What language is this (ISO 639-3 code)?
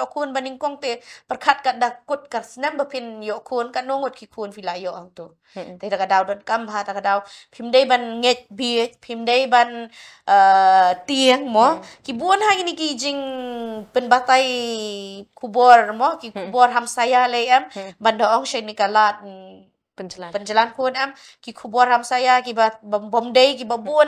kha